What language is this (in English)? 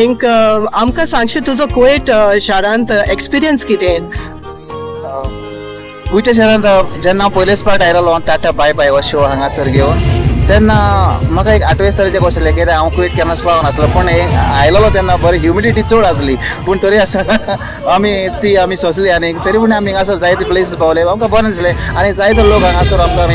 Konkani